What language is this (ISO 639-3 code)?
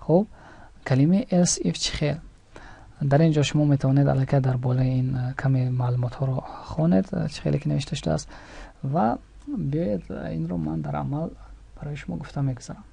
tgk